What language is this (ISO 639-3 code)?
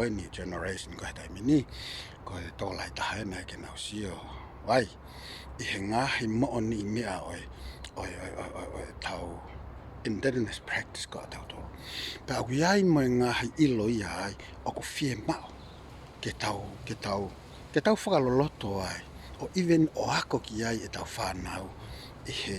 ton